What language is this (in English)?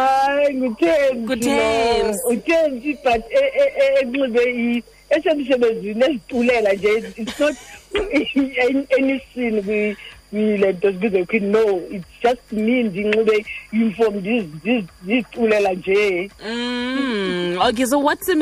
Xhosa